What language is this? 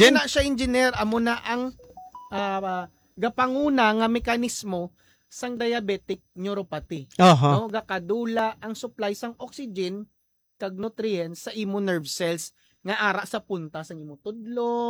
Hiligaynon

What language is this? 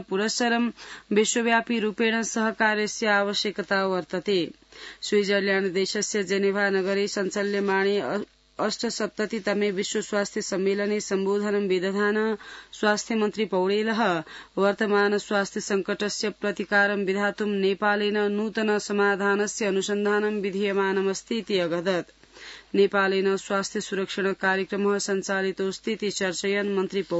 Sanskrit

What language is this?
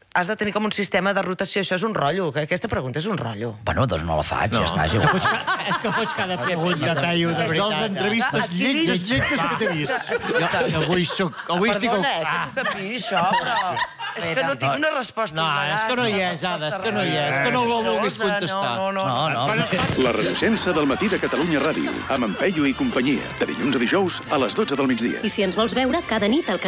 Catalan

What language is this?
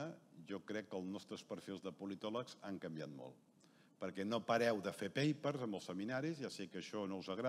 Catalan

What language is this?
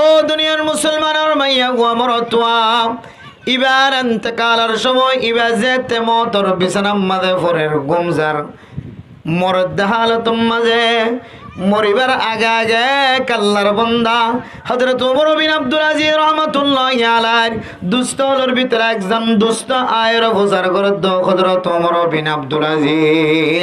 Rohingya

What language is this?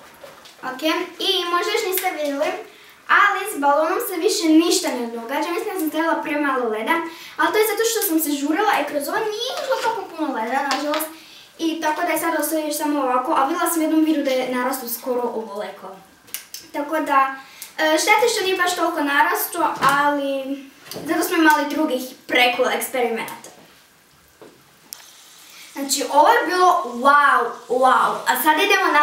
Croatian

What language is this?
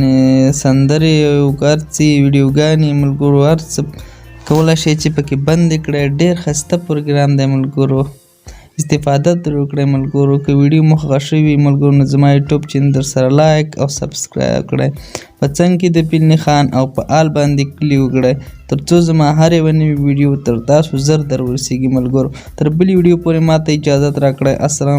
Pashto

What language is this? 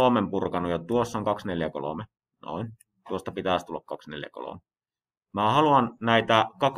Finnish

